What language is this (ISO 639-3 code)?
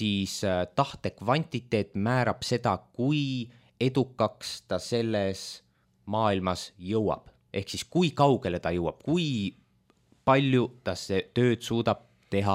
est